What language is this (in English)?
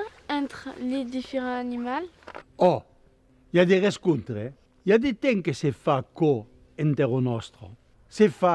Occitan